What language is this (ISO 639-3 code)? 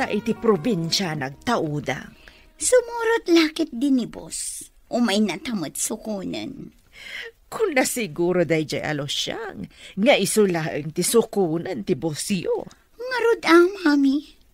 ilo